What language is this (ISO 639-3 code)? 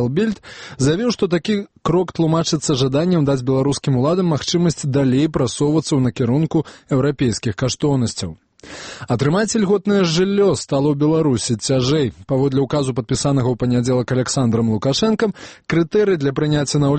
bel